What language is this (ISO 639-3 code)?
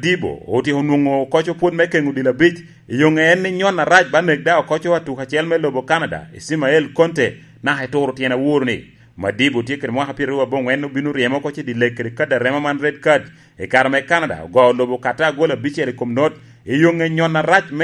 laj